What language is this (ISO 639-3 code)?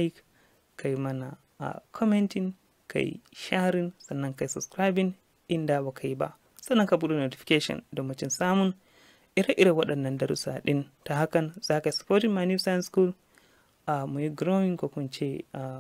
hau